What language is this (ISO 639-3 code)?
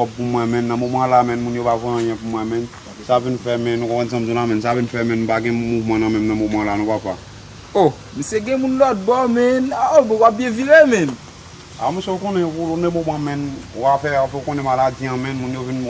hat